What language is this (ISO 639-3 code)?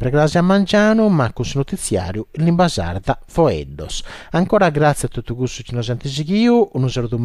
srd